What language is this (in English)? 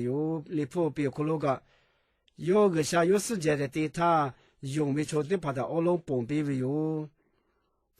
Lahu